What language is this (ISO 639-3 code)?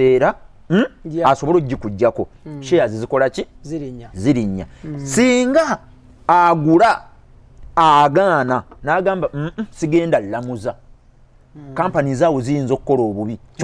lug